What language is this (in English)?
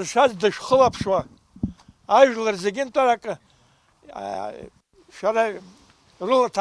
Abkhazian